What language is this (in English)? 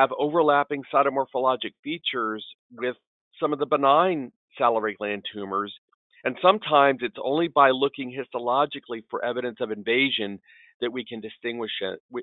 English